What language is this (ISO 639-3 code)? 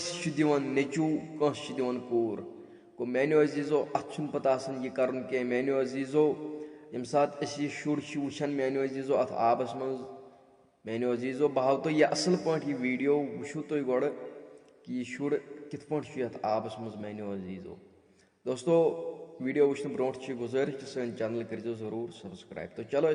kas